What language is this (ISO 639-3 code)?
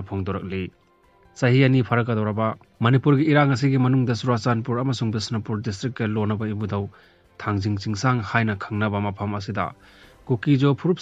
mni